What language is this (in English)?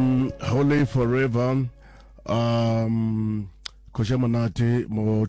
Northern Sotho